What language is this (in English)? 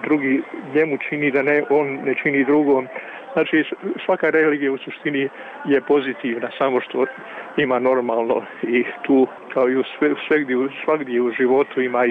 Bosnian